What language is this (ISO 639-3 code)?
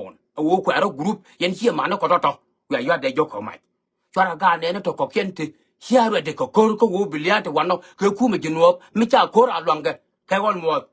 nus